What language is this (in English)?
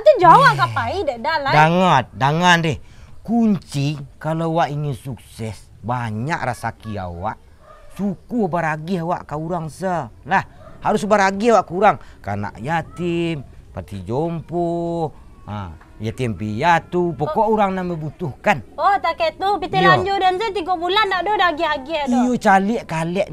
Minangkabau